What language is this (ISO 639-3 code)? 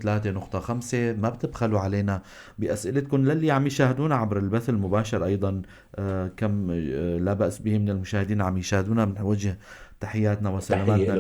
apc